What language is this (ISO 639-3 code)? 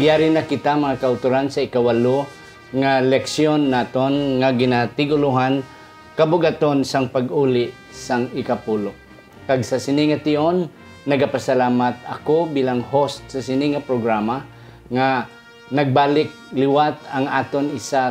hil